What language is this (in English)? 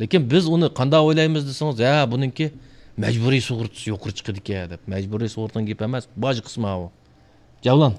Uyghur